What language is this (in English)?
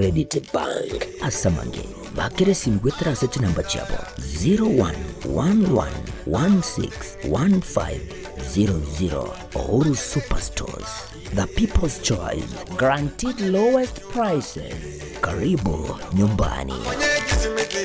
Gusii